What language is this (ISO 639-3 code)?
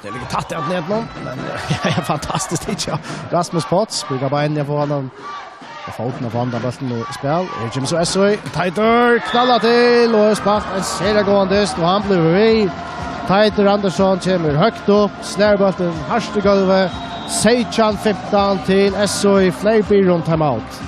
fao